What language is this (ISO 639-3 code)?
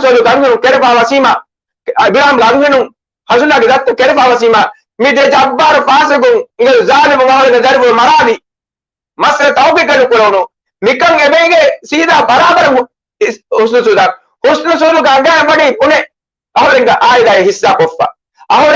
div